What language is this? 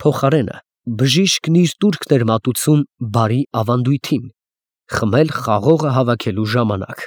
Armenian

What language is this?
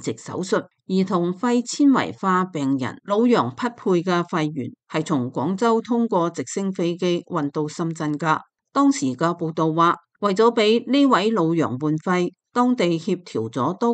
Cantonese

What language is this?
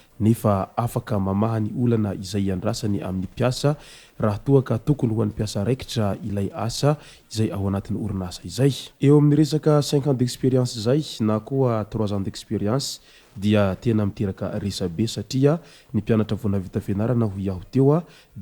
Malagasy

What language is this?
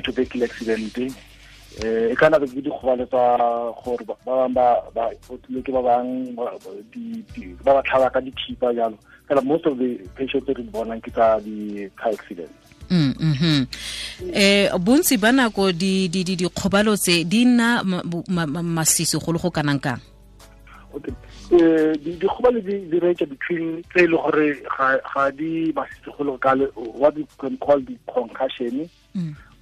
Tswana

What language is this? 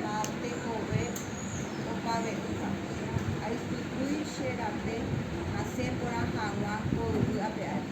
Guarani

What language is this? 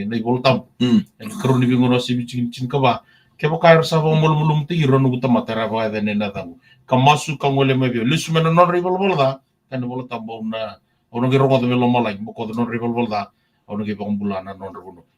Fijian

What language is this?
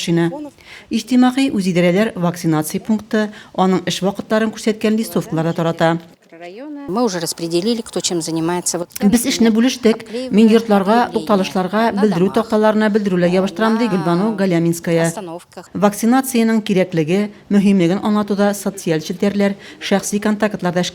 Tatar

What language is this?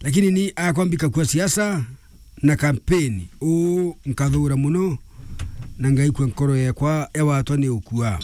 Meru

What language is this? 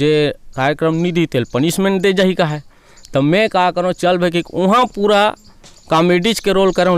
Chhattisgarhi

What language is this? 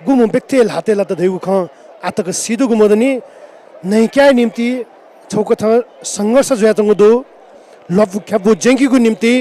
Newari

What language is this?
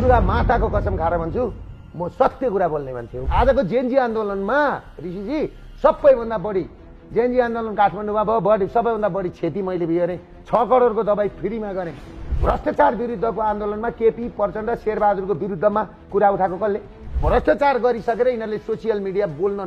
Nepali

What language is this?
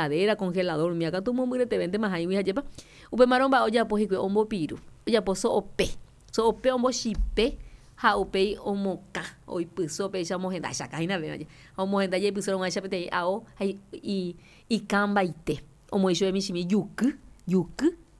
Guarani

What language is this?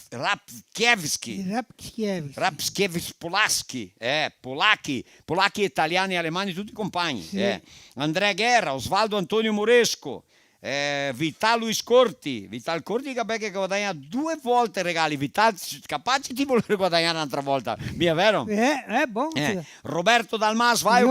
Venetian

